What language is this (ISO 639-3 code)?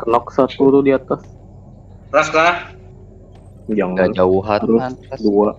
bjn